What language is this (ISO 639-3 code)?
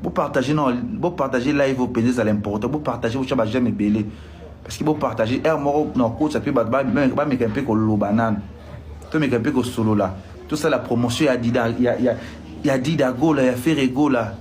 lin